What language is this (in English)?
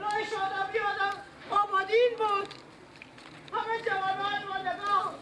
Persian